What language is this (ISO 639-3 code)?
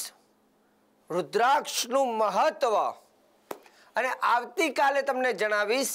guj